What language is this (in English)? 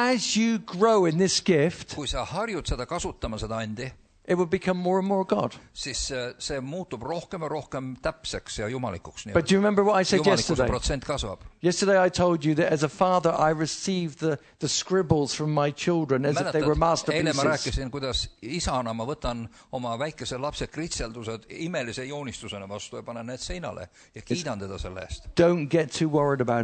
Estonian